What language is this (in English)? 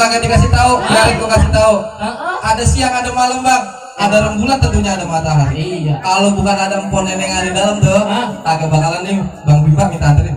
Betawi